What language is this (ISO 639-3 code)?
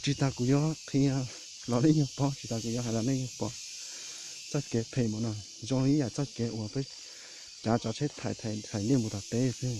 hmn